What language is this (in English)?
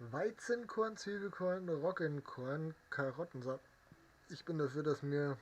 Bavarian